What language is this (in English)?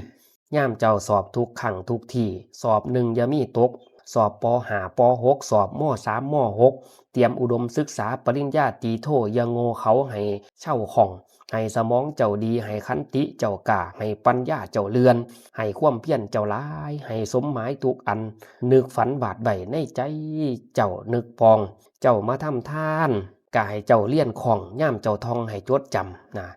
Lao